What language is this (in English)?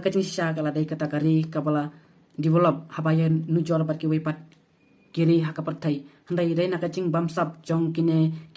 Khasi